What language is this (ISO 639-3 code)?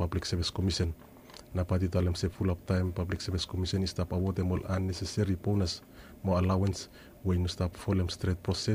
bis